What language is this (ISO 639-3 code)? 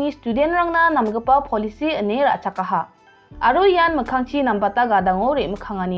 grt